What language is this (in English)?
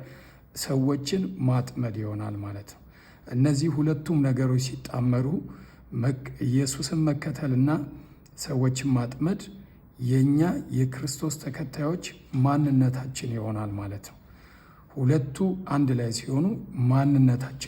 Amharic